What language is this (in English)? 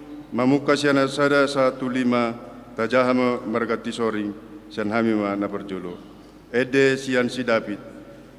Batak Toba